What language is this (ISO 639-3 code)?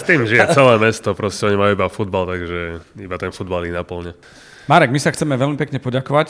slk